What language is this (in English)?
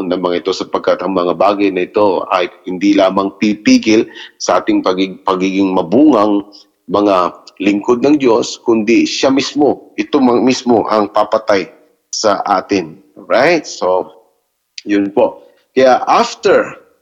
Filipino